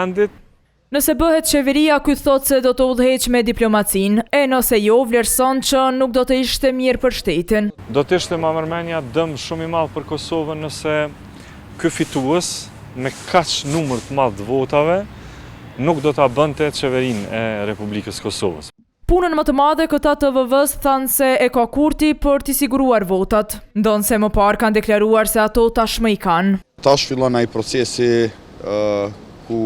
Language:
Albanian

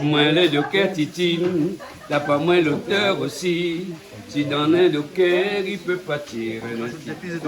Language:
Réunion Creole French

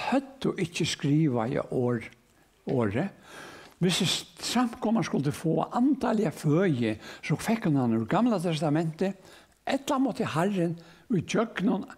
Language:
Faroese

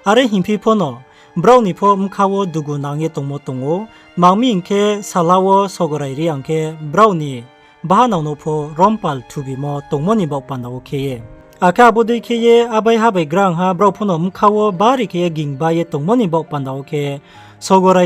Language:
Riang (India)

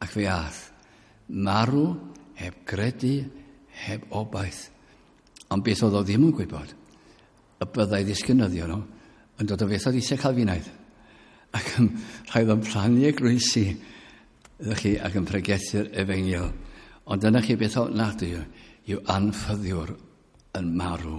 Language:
Welsh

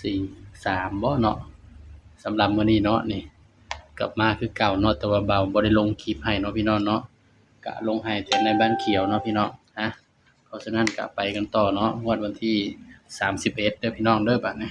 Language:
Lao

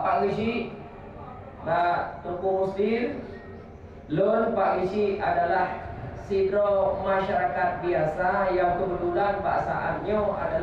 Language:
Achinese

